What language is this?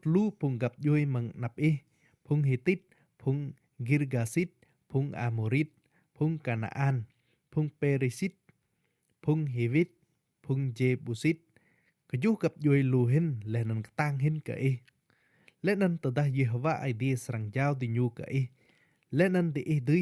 Rade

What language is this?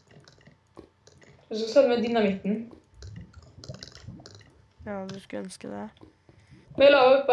Norwegian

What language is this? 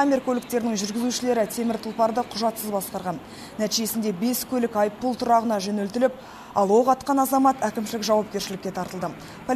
Kazakh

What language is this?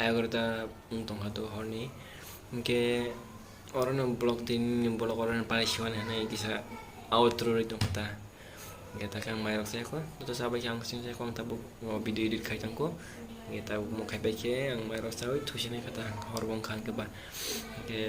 Kok Borok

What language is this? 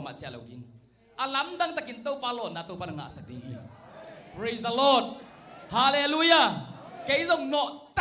Tedim Chin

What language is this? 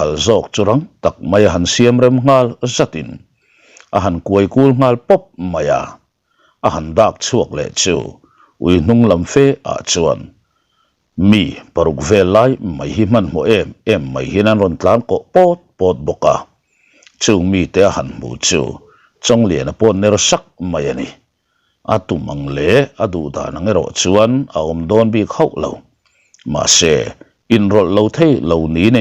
Mizo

